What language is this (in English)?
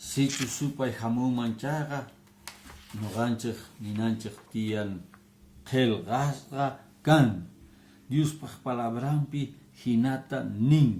Quechua